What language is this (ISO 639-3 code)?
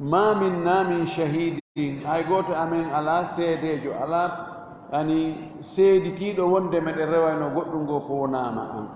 ful